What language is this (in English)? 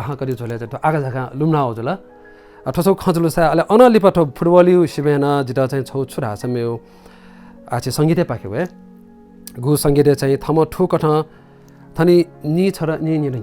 Newari